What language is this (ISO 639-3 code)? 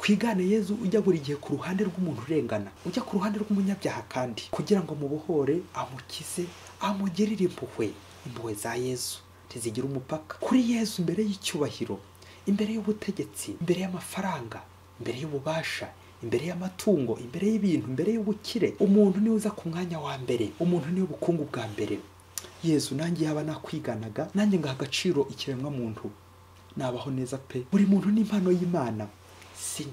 kin